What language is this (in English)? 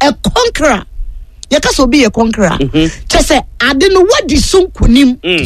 Akan